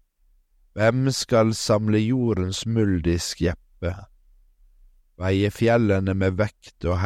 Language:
Norwegian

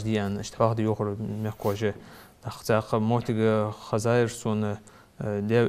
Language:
Ingush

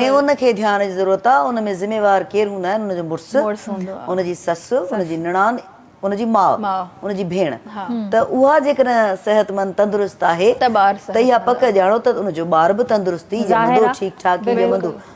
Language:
Sindhi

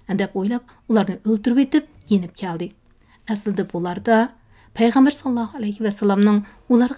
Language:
Uyghur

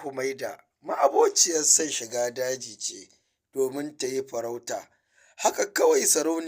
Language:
Hausa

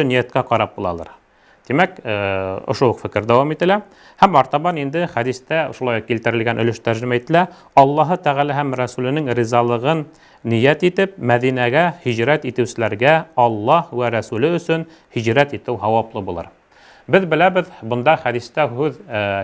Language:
Bashkir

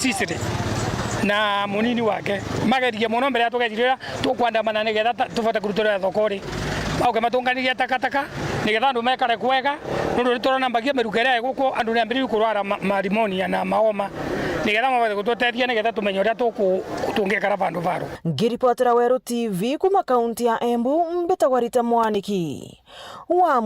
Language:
Meru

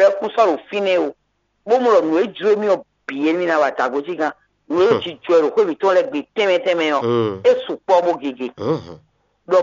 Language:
Fon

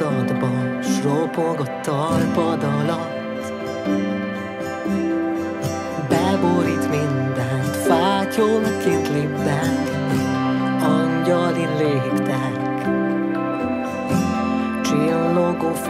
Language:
Hungarian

